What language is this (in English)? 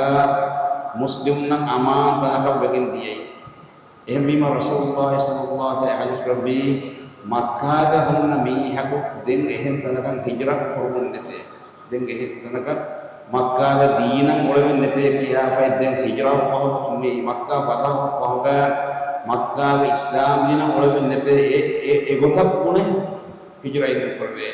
Divehi